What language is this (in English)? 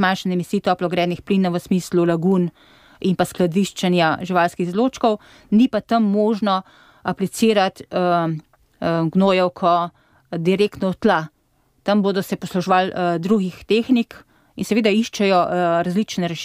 Slovenian